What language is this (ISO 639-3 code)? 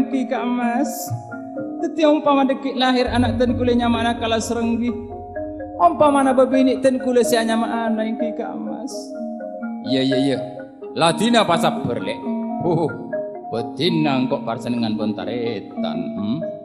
mad